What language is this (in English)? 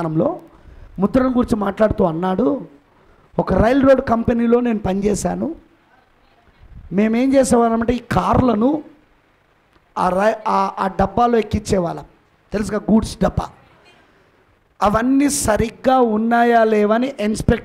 Telugu